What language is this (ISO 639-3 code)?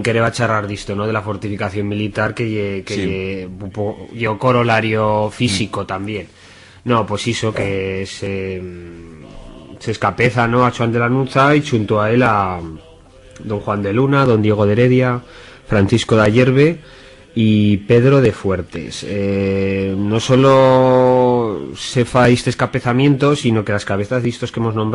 arg